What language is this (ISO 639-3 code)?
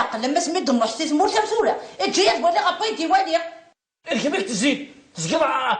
kab